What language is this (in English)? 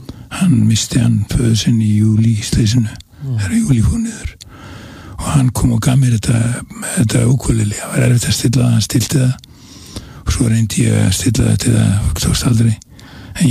Icelandic